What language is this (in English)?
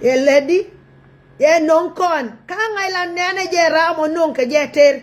Nuer